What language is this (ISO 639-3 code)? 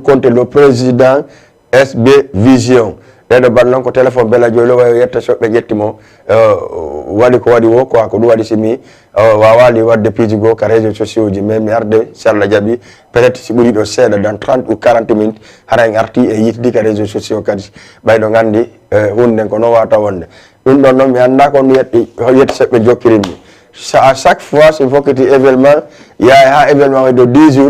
ful